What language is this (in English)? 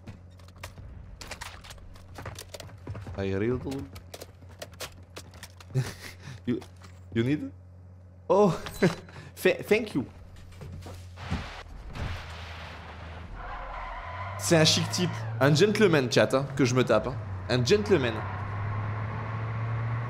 French